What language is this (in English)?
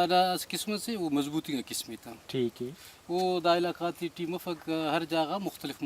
Brahui